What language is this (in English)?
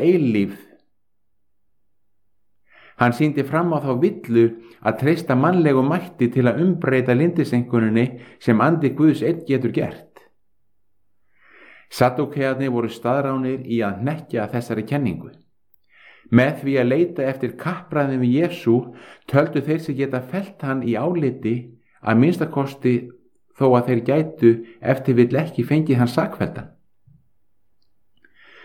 Icelandic